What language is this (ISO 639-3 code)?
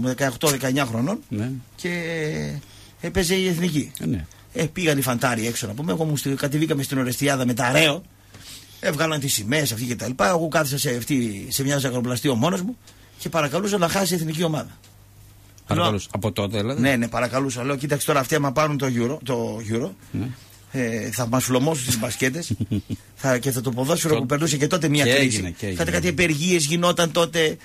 ell